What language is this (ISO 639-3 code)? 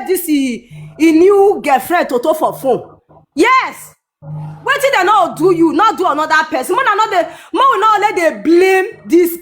pcm